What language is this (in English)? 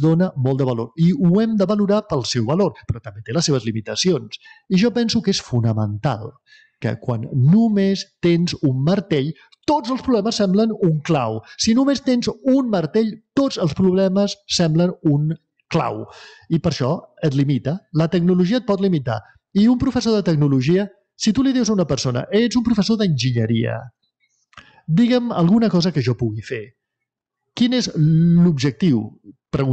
Catalan